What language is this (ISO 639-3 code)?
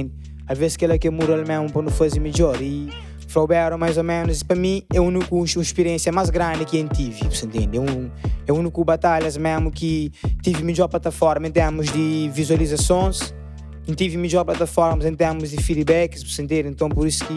kea